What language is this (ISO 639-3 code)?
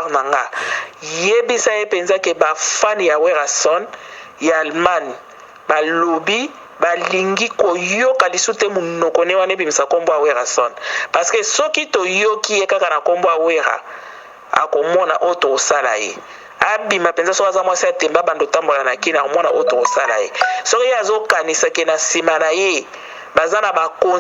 lin